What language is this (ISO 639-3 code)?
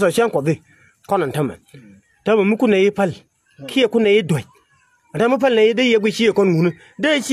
nus